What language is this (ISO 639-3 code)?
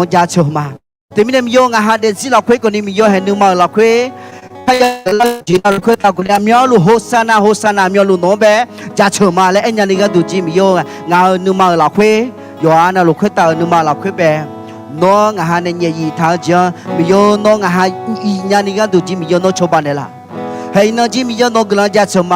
ahk